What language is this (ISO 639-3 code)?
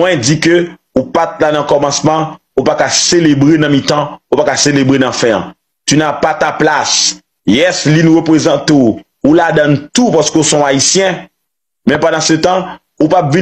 hat